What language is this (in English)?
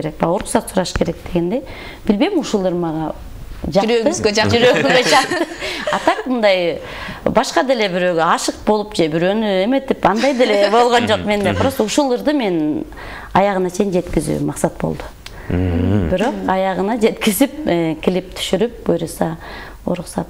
Kyrgyz